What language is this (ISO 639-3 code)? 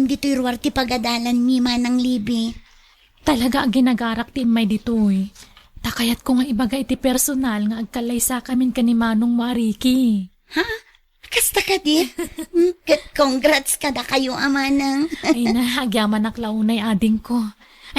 ilo